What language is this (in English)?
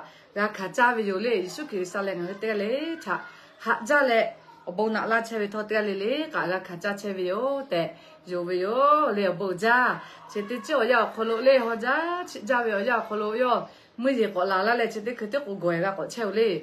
Lahu